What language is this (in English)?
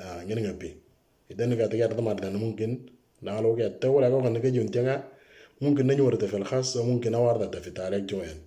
Moro